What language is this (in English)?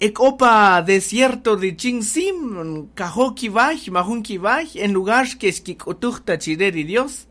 Kaqchikel